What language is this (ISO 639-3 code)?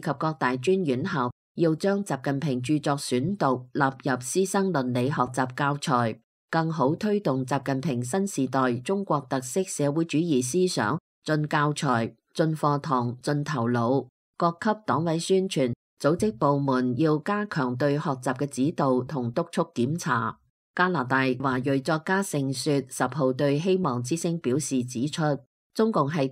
yue